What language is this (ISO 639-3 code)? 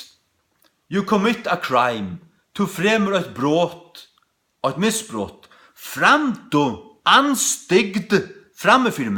fao